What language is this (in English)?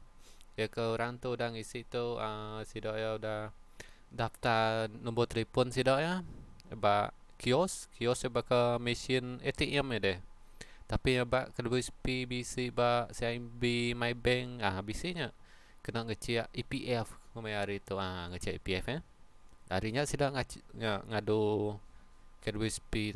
Iban